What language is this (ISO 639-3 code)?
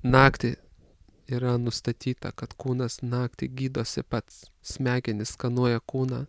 lit